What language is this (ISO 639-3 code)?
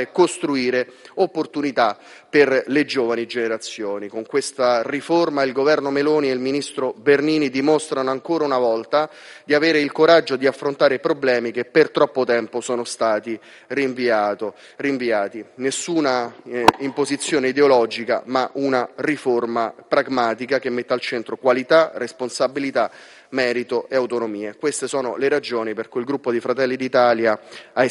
ita